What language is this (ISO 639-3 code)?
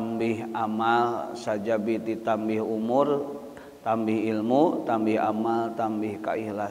sun